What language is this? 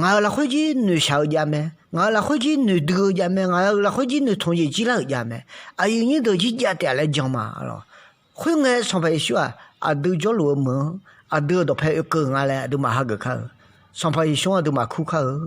Akha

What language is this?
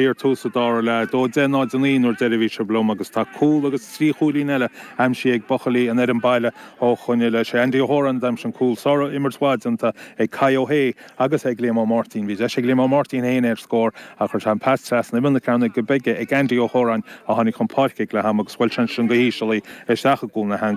Irish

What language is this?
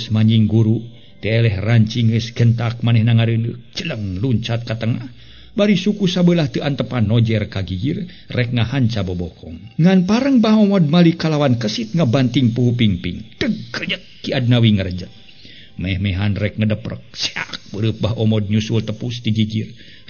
Sundanese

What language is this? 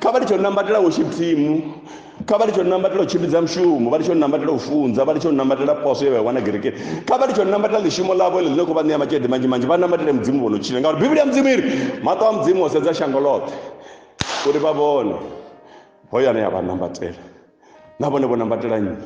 Venda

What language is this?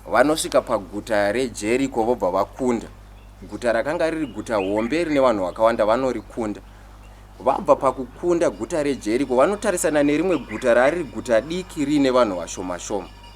Shona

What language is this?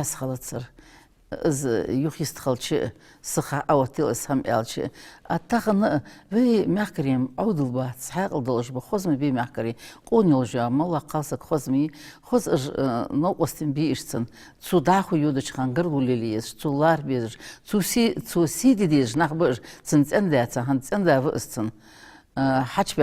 Ingush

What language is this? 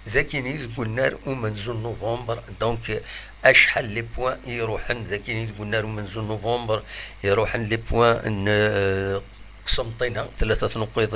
Kabyle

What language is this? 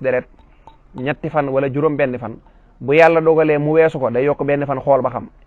Wolof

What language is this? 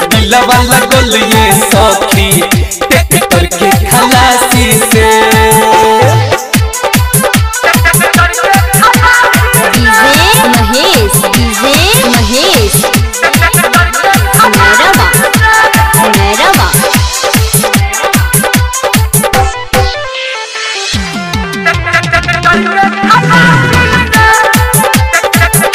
Bhojpuri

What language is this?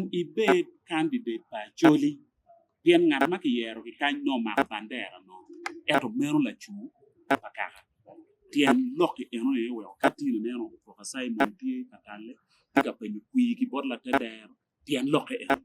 Acoli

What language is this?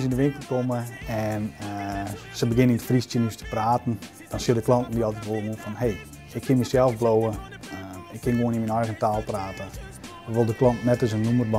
Western Frisian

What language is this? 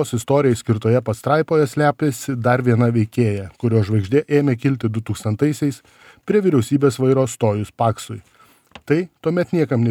Lithuanian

